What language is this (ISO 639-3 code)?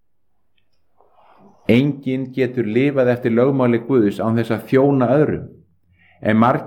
isl